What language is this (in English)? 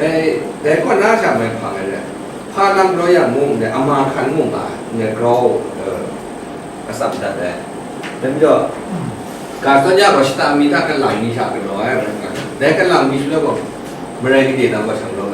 Kachin